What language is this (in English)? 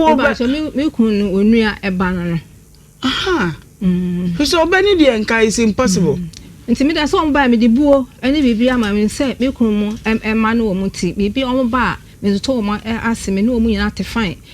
Akan